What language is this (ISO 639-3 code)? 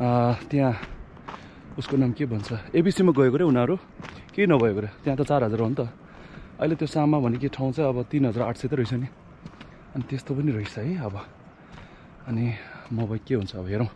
nep